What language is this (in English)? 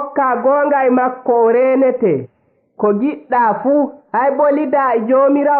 Fula